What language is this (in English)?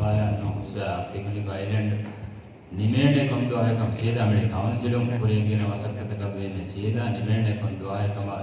Divehi